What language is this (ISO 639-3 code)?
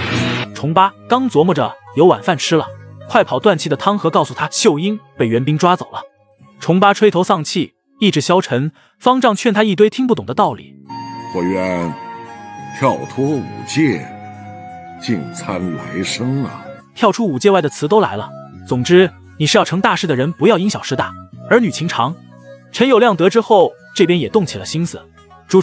zho